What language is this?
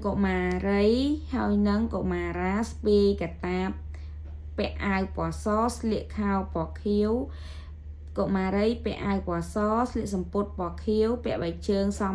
Khmer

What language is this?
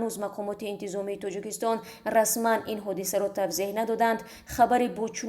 Tajik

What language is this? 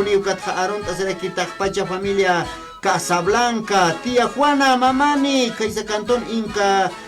Aymara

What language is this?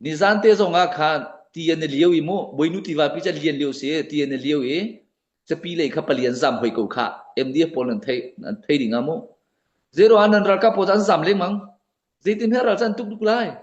Hakha Chin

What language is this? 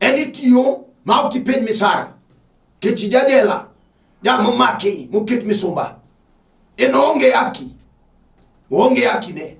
Luo (Kenya and Tanzania)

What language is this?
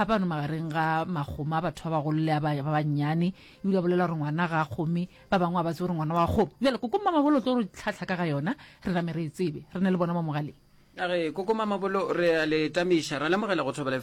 Northern Sotho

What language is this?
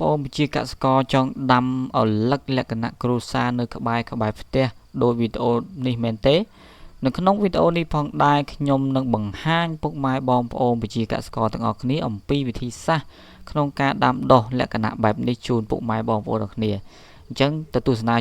Khmer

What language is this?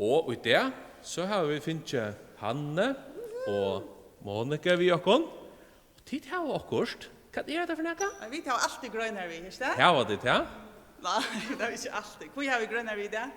Faroese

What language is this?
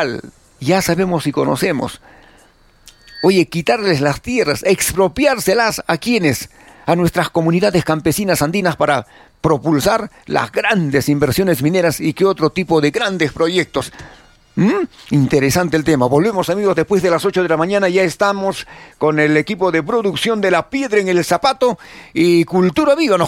Spanish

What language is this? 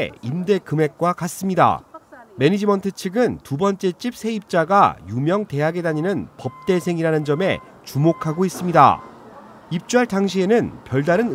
Korean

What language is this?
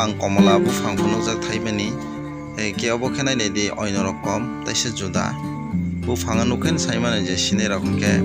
Kok Borok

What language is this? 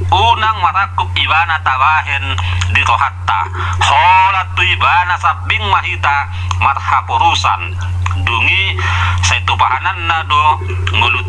Batak Toba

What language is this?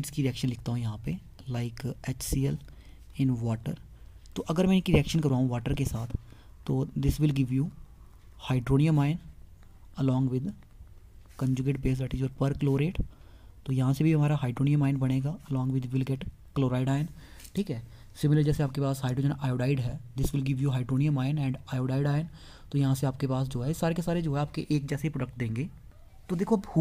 Hindi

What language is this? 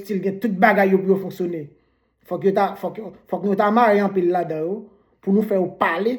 Haitian Creole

